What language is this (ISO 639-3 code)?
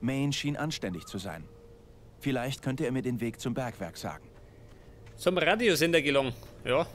bar